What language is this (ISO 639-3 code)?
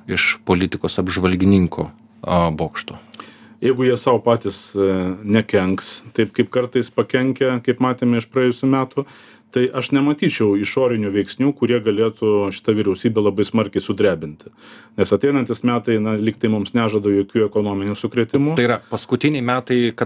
lit